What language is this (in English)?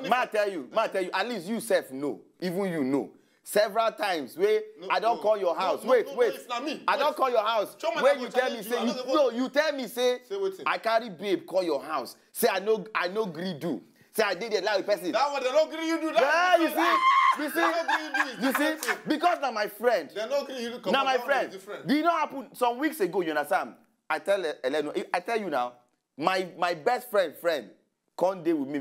Nigerian Pidgin